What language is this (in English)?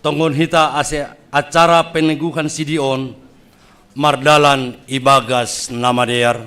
Batak Simalungun